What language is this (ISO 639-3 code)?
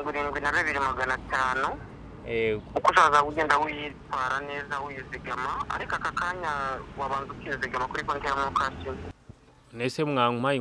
kin